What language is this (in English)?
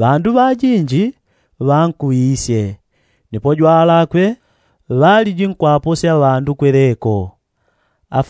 Yao